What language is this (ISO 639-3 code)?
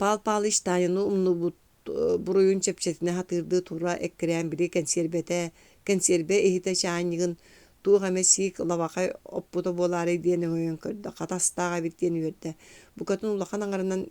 sah